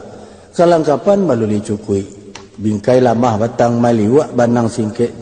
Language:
Minangkabau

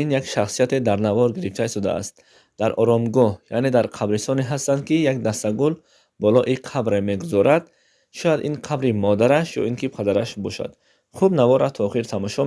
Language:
Tajik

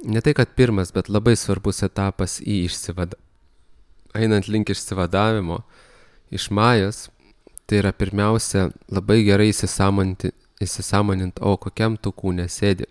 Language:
Lithuanian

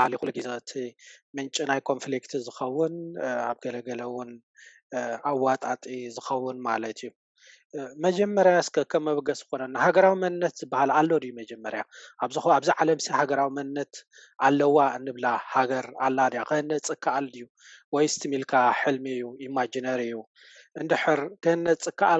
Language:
Tigrinya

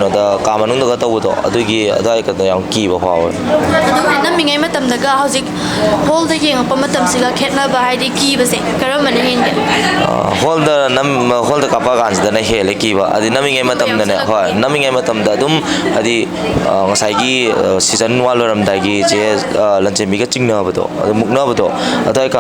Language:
Manipuri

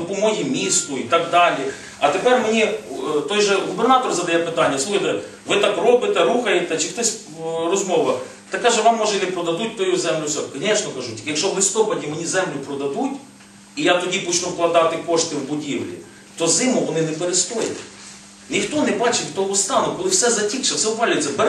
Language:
Ukrainian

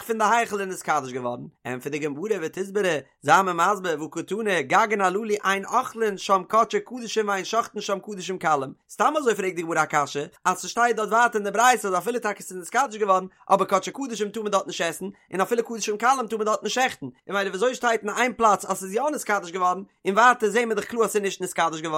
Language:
Yiddish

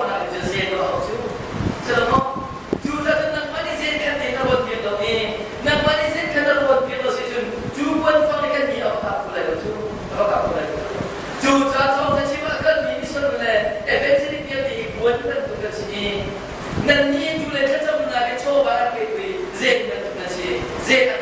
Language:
Hakha Chin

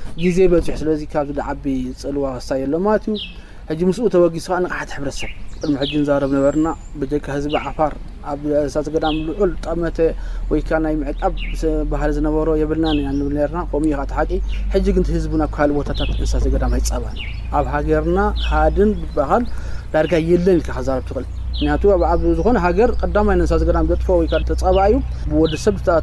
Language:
Tigrinya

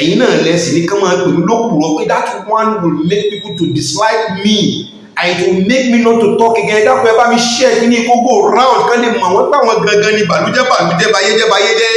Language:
Yoruba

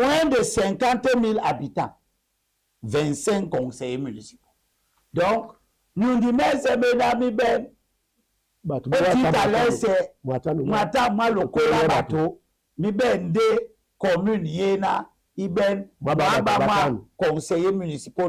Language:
Duala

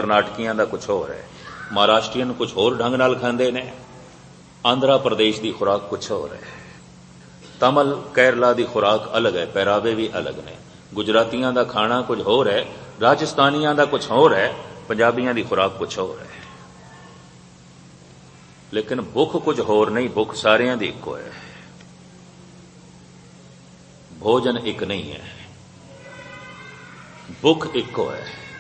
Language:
Punjabi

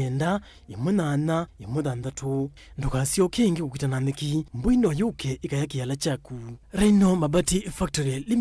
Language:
Kamba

